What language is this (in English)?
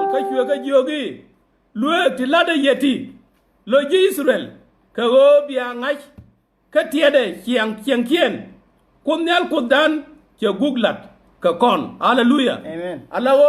Nuer